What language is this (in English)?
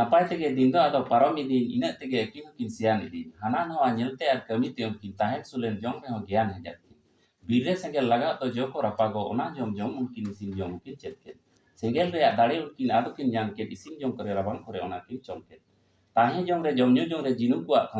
Santali